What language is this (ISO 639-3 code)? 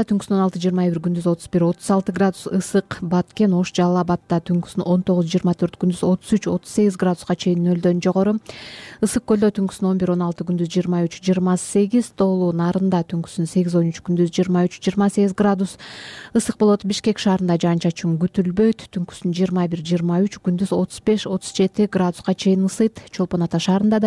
kir